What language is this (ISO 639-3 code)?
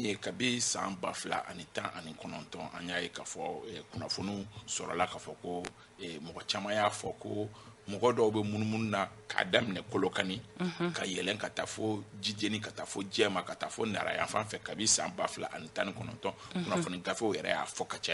bam